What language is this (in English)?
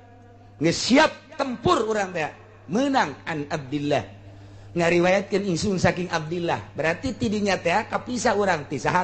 Sundanese